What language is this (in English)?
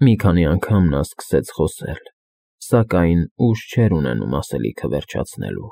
Armenian